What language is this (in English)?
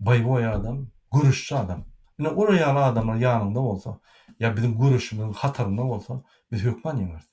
Turkmen